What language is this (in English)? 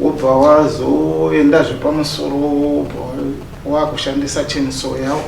Shona